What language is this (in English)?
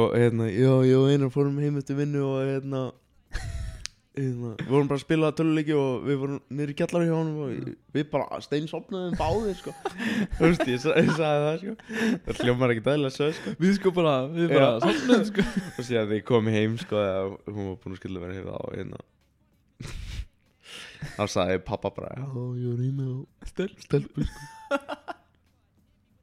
Icelandic